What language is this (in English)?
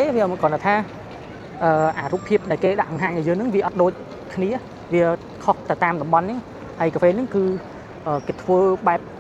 Khmer